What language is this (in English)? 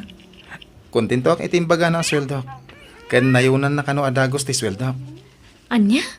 Iloko